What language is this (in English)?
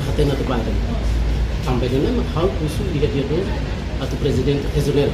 Tetum